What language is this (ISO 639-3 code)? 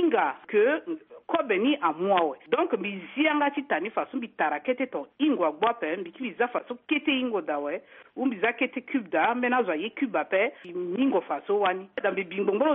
sag